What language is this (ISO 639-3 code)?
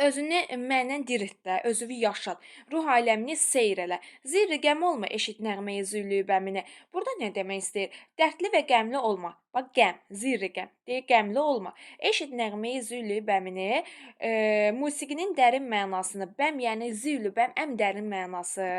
aze